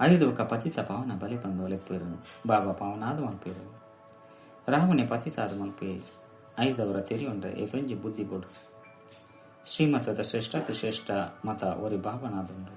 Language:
Tulu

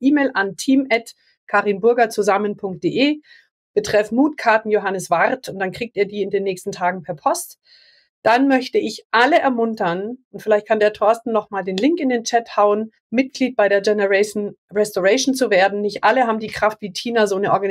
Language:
German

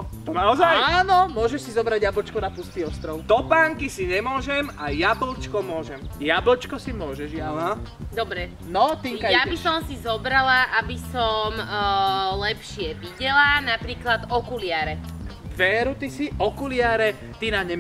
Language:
Slovak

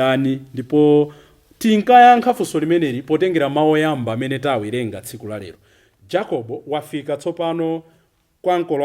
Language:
Nyanja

